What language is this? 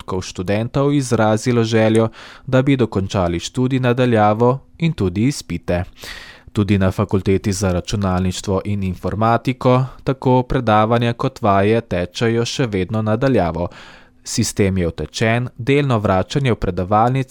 Slovenian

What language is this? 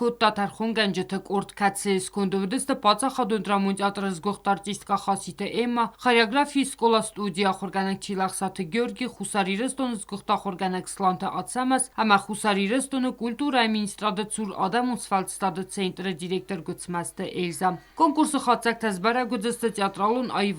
Ossetic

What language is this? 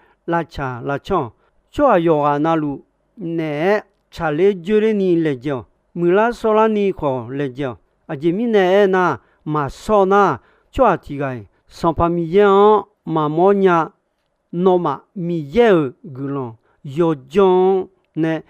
Akha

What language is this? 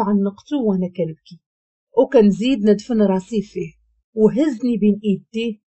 Moroccan Arabic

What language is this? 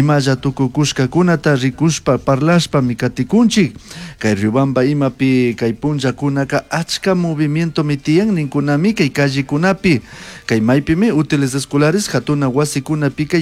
Chimborazo Highland Quichua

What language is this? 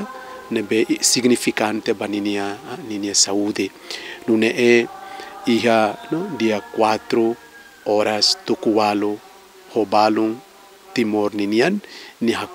Tetum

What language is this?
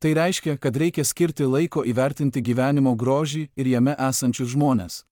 Lithuanian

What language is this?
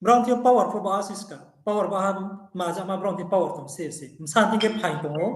Riang (India)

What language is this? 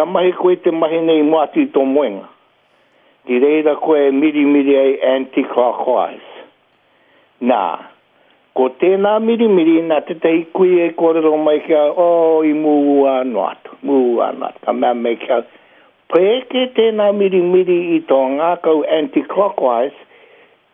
Māori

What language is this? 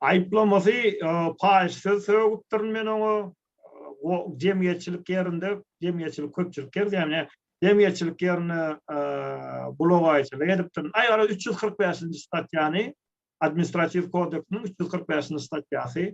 Turkmen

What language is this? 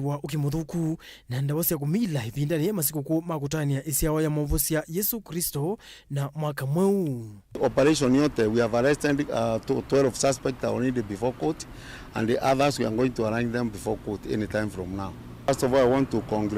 Kamba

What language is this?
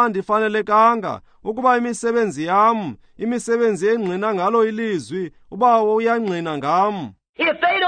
Xhosa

